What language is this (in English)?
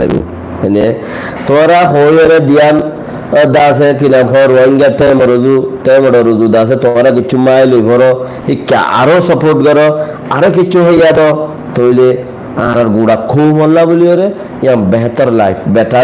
Rohingya